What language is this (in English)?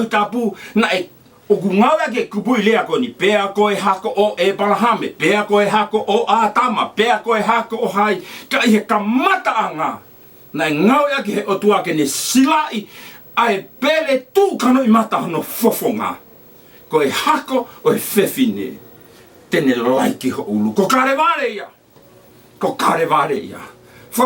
Tongan